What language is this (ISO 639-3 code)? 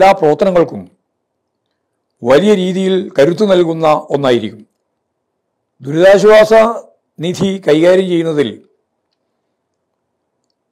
mal